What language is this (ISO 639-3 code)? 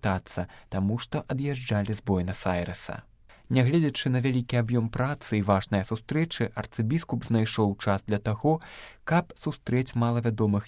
bel